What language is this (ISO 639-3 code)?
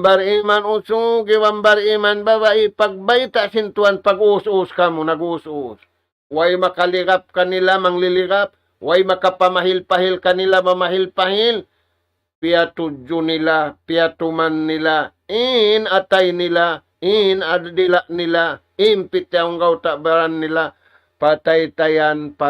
tsg